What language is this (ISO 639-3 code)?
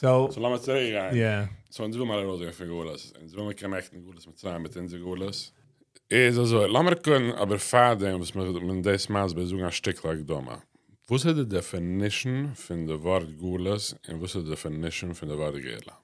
yid